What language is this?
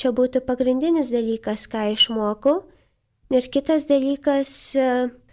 Lithuanian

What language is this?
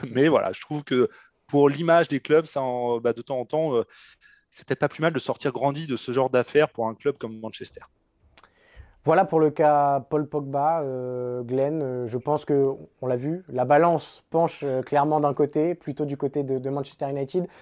French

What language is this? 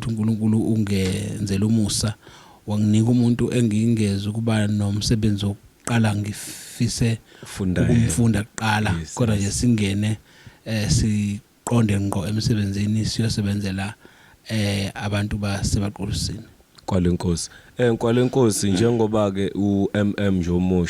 Zulu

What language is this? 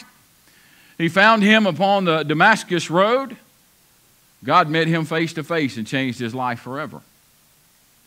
English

